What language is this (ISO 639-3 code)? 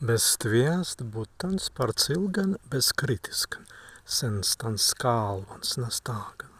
prg